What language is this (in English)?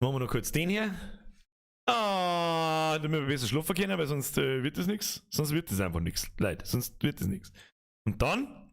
Bavarian